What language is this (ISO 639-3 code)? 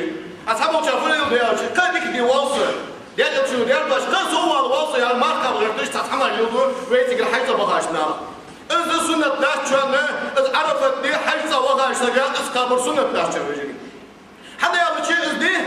inh